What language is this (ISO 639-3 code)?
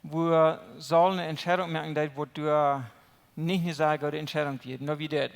pdt